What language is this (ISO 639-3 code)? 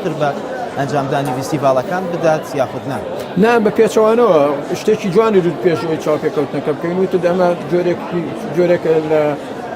ckb